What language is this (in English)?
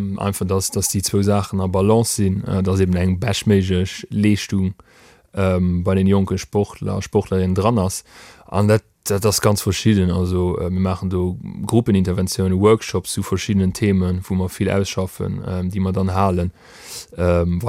Luxembourgish